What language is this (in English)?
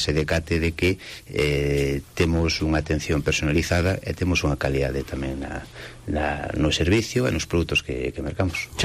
Galician